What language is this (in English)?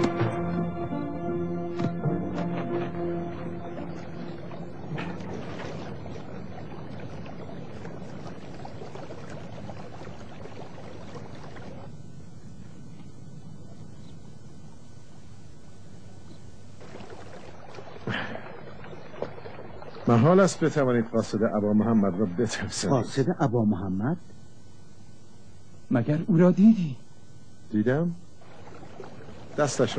Urdu